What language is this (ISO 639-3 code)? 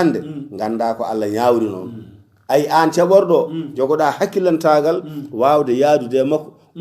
ful